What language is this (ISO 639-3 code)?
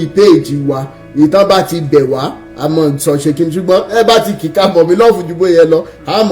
yor